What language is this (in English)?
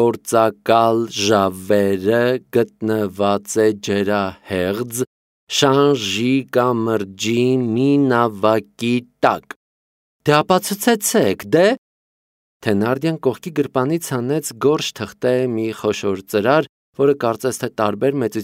Armenian